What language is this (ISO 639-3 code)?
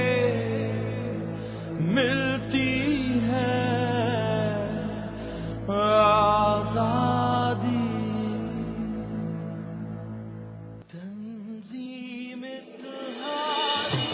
urd